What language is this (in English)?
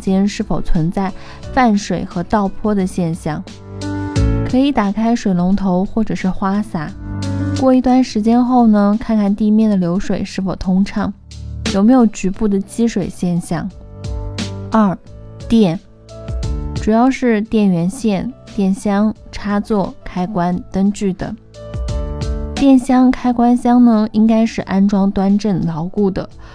Chinese